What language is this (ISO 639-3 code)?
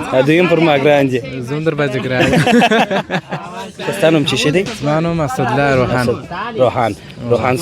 pus